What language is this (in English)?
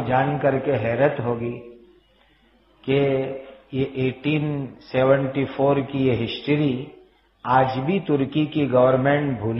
Urdu